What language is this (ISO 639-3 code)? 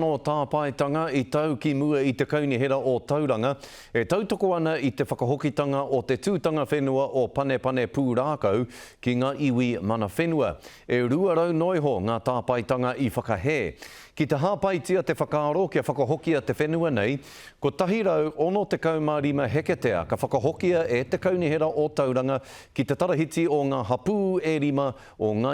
mri